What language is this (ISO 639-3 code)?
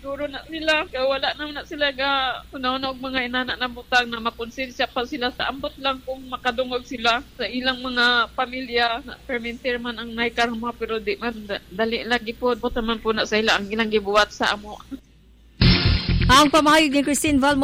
ceb